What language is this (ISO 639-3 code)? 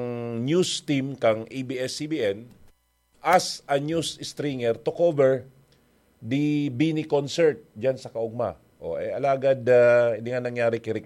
bik